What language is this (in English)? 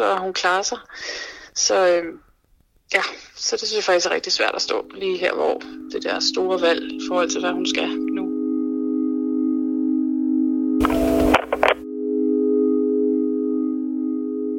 Danish